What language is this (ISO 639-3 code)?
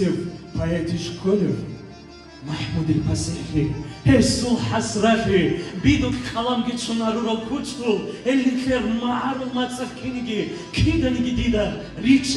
ava